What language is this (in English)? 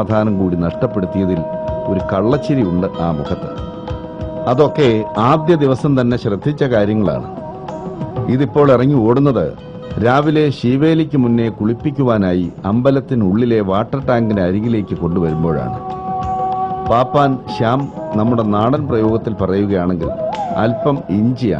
Malayalam